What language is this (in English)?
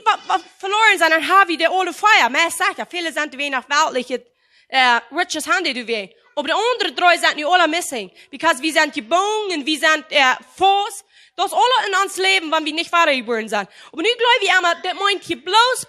Plautdietsch